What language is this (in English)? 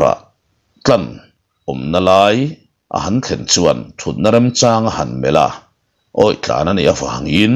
Mizo